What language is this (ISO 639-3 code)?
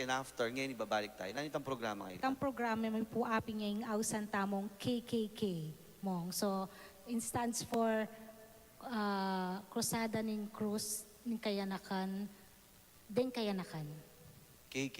pam